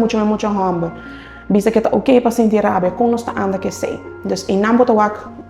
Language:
Papiamento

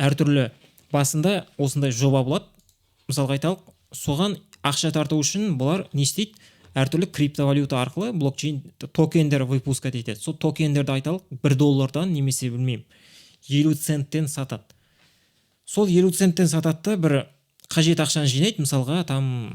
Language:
Kazakh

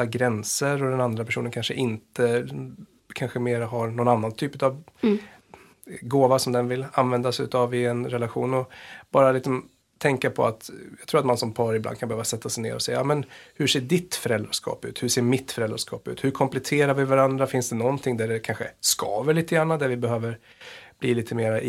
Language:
Swedish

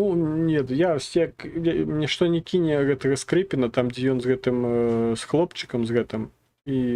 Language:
Belarusian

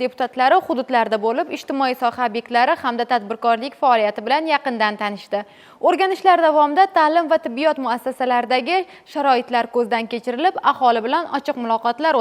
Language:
Uzbek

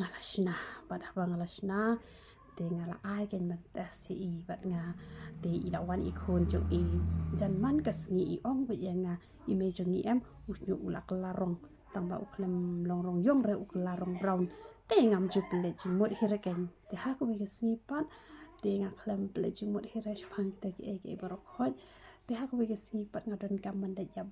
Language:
Khasi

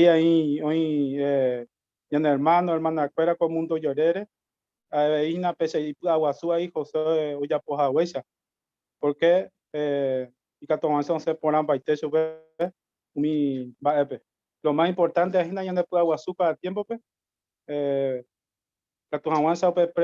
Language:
Guarani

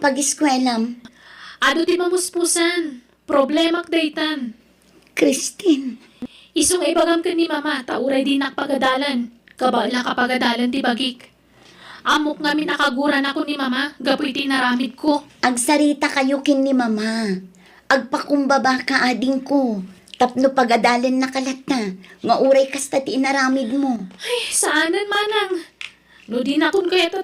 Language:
Iloko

